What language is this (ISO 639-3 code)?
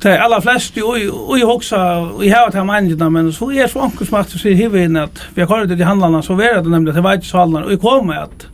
fao